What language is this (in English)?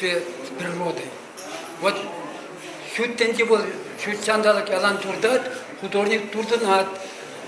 Chuvash